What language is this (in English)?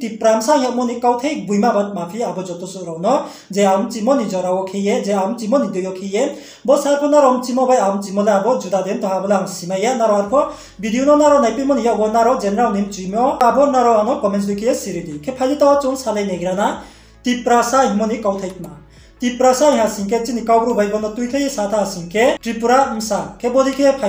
Riang (India)